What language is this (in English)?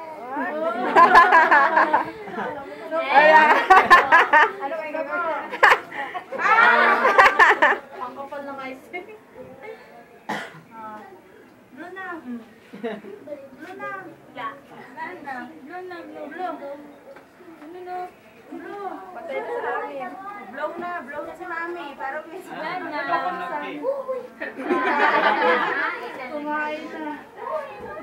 Filipino